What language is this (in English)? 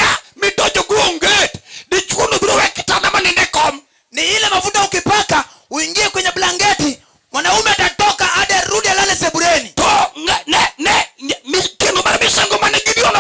Luo (Kenya and Tanzania)